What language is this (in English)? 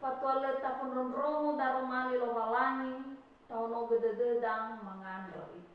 Nias